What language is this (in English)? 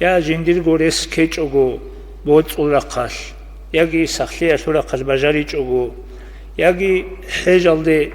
Avaric